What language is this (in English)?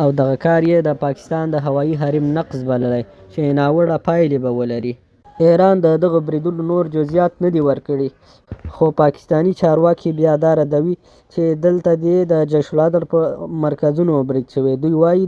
Pashto